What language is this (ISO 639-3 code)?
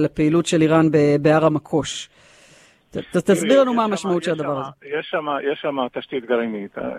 heb